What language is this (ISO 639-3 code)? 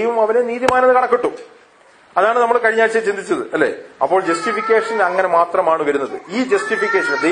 mal